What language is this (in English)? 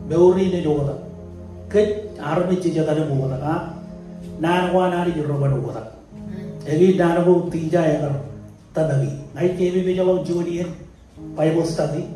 Marshallese